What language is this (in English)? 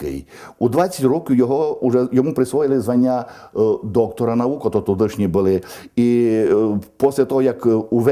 Rusyn